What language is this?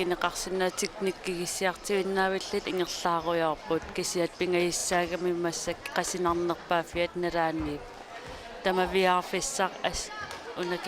Kalaallisut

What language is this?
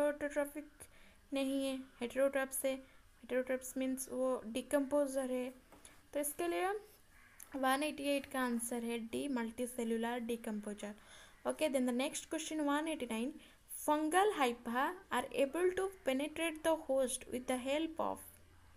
Hindi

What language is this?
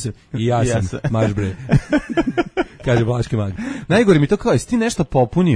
Serbian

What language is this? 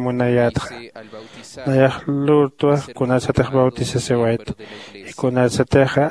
Aymara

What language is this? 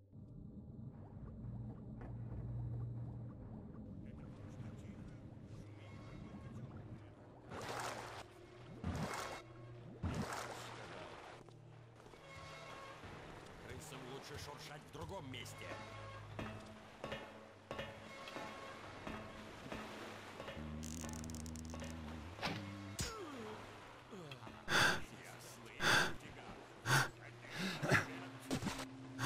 Russian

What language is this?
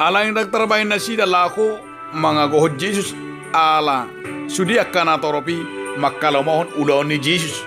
Batak Toba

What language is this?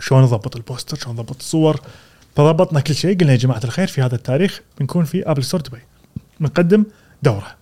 Gulf Arabic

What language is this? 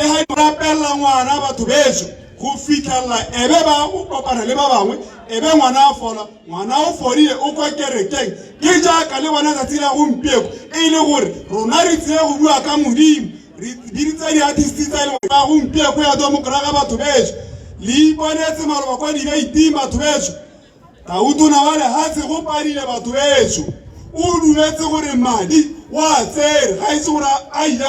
Tswana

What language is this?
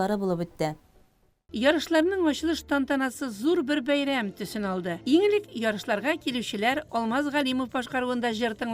Tatar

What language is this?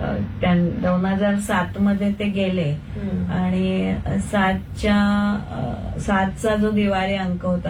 Marathi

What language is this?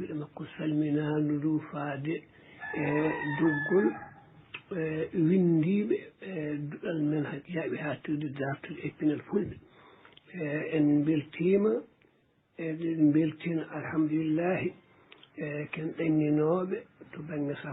Fula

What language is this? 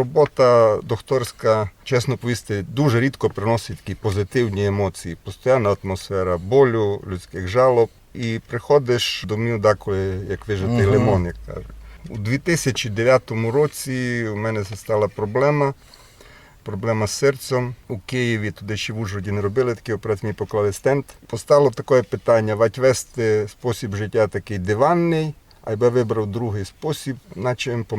Rusyn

